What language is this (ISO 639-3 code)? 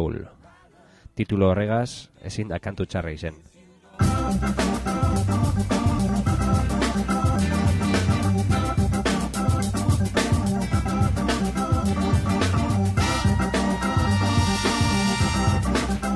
eus